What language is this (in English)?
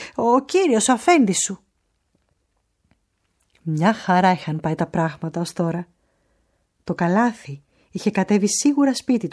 Greek